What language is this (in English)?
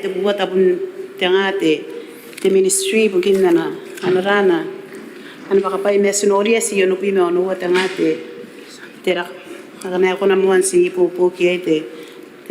Gilbertese